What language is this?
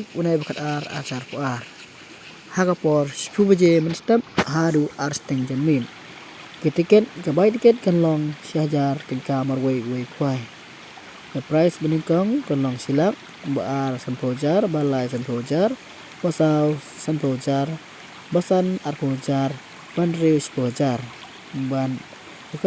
Khasi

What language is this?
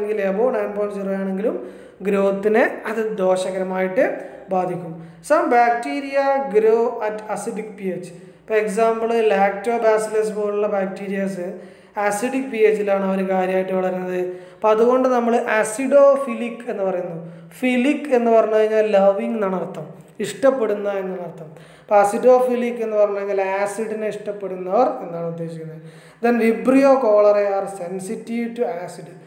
Malayalam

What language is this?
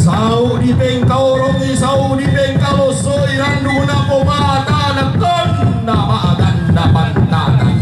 Toraja-Sa'dan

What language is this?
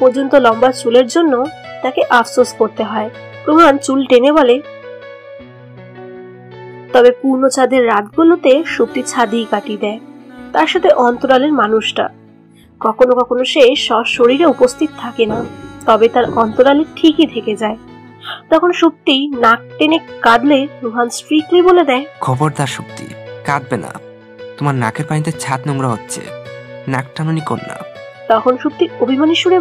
Bangla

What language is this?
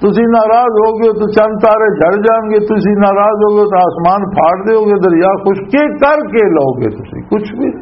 Western Panjabi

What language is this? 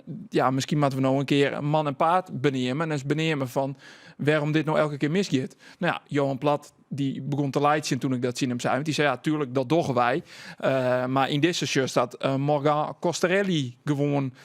Western Frisian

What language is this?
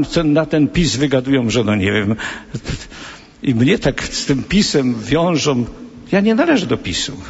Polish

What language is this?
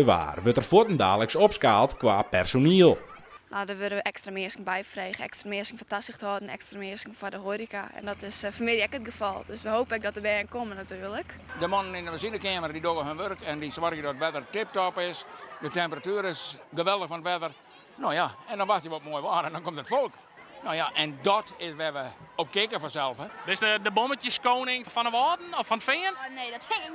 Western Frisian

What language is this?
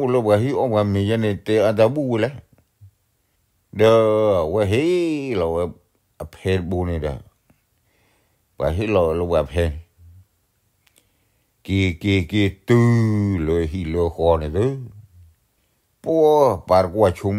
S'gaw Karen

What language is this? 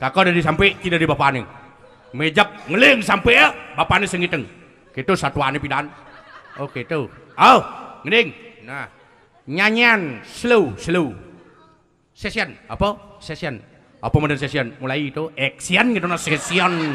Balinese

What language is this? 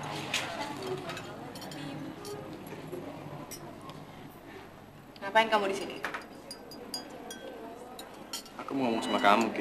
Indonesian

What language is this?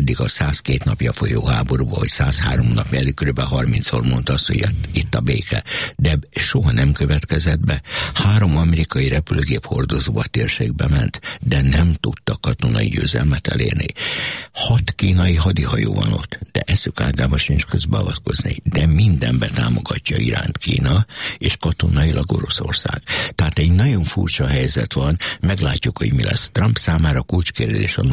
Hungarian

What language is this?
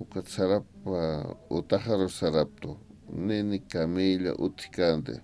Aymara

